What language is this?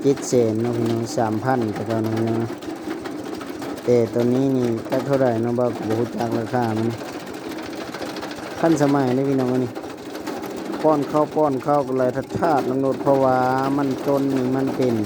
Lao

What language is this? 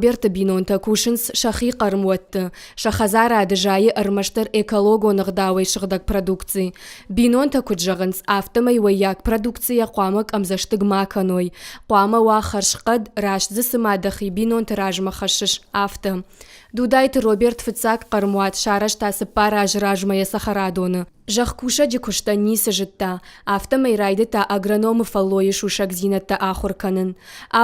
Ossetic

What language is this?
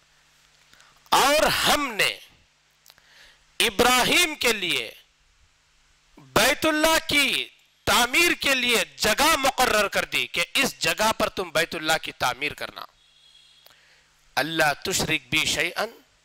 Urdu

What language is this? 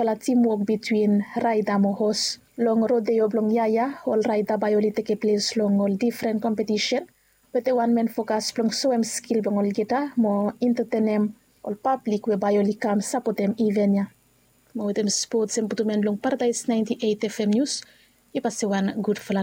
Bislama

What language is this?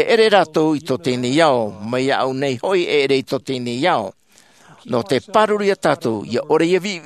Tahitian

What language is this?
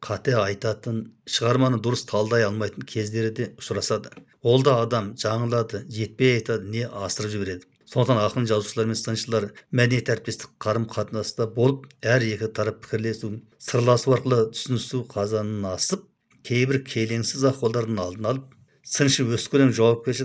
Kazakh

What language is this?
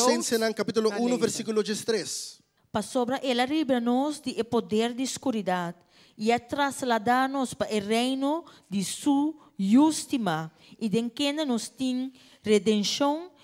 Papiamento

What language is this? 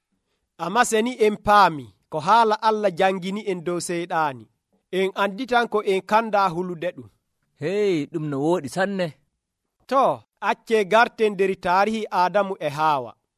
Nigerian Fulfulde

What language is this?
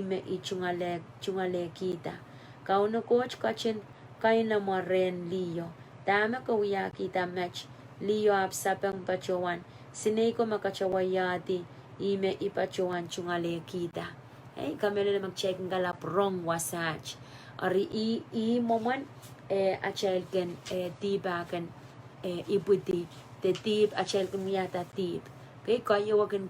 Pohnpeian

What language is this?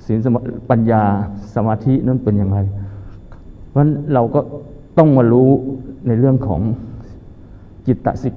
Thai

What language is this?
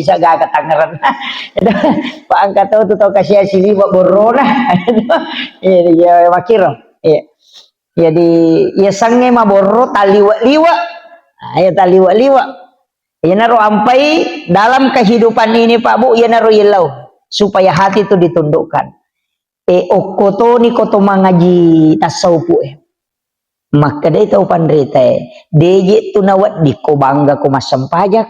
Buginese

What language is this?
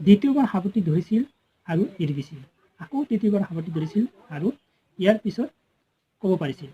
Assamese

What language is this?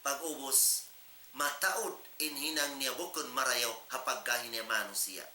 Tausug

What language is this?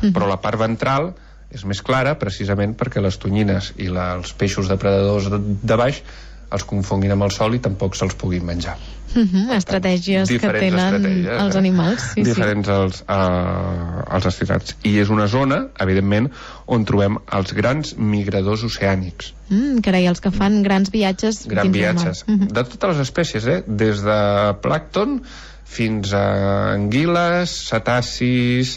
Catalan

